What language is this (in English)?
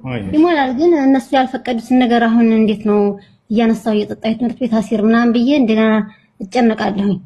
Amharic